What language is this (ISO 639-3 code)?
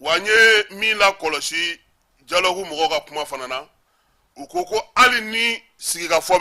bam